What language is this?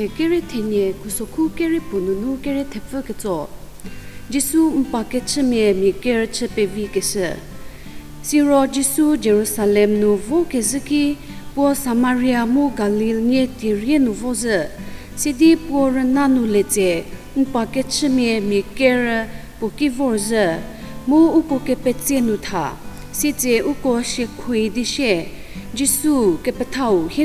Angami Naga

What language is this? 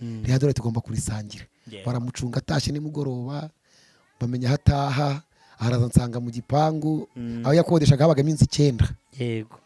Kinyarwanda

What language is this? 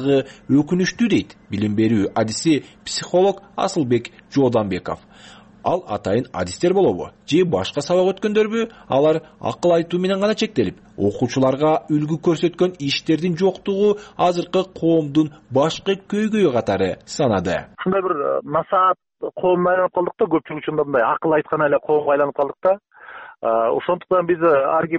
Kyrgyz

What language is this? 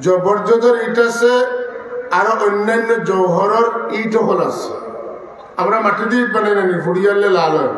Sylheti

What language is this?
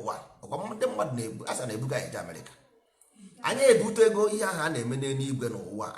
Igbo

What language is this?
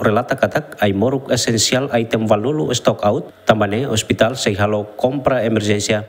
Tetum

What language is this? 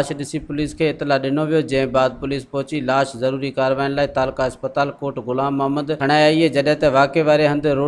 Sindhi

